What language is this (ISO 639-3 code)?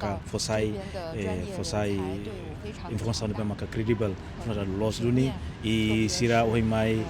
tet